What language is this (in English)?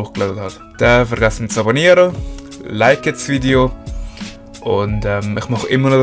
Swiss German